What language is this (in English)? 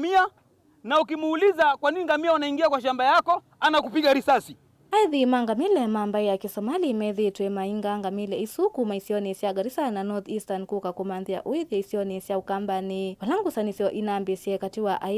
Kamba